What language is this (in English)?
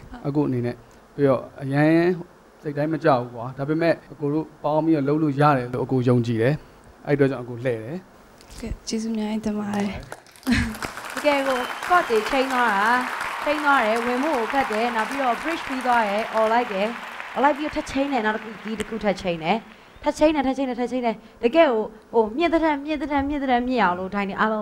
Burmese